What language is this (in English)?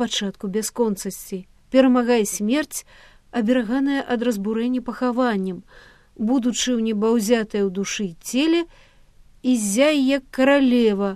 Belarusian